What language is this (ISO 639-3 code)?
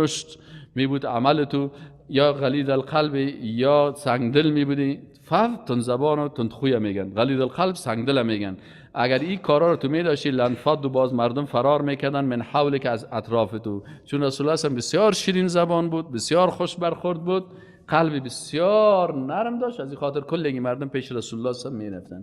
fas